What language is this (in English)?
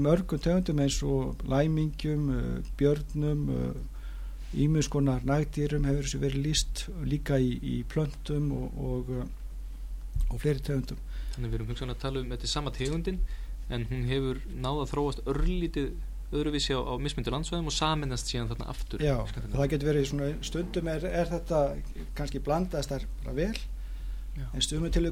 Icelandic